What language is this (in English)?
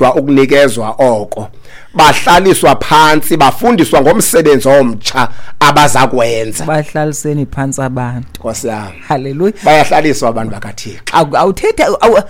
Xhosa